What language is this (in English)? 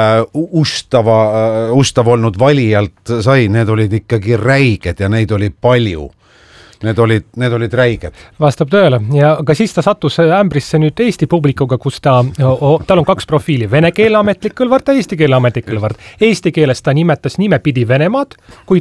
Estonian